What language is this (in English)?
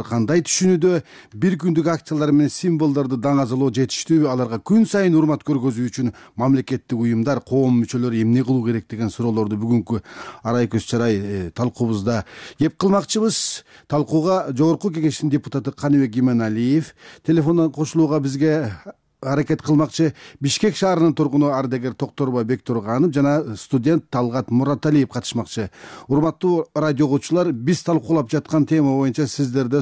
Kyrgyz